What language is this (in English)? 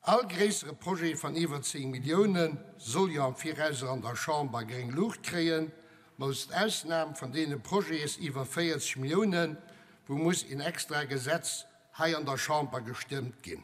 Luxembourgish